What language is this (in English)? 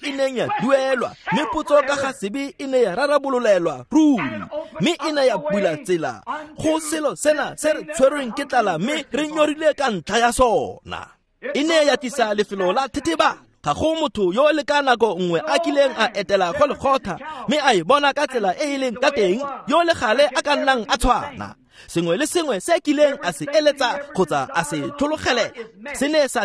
Tswana